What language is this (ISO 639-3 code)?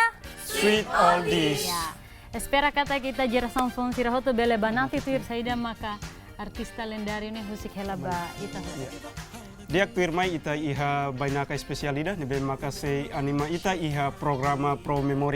tet